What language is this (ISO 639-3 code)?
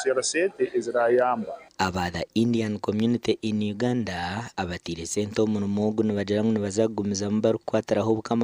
nyn